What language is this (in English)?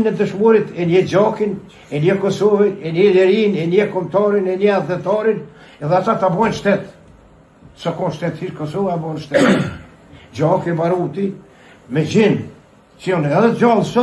Albanian